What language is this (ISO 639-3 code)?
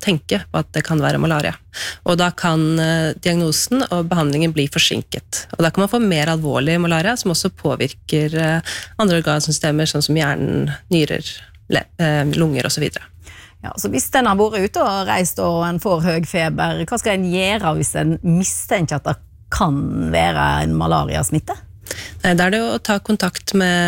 nor